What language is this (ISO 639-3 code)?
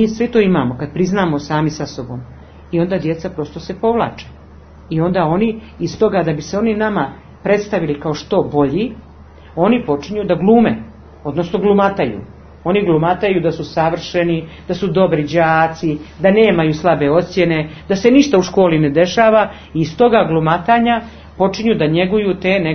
srp